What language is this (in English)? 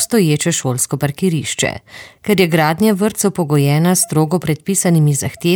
Slovenian